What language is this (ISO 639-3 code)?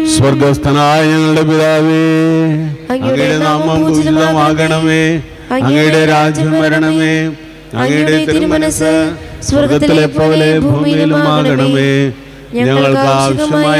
mal